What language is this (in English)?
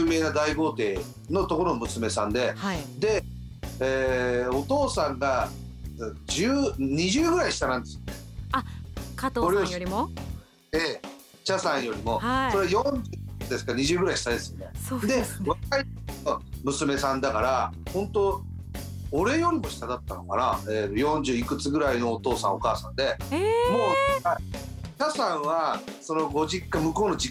Japanese